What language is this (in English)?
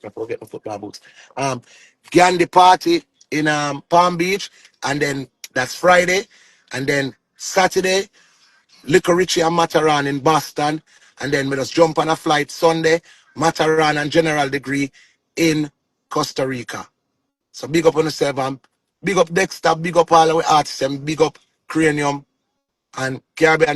Jamaican Creole English